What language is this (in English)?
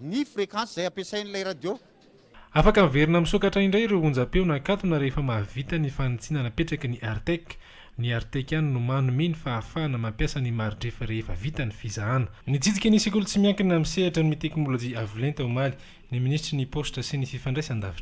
Malagasy